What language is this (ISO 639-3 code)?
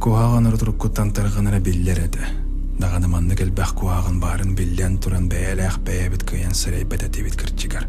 sah